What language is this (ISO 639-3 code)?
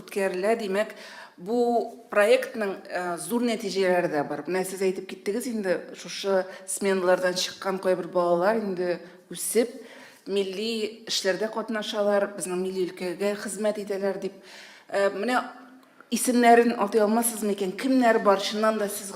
tat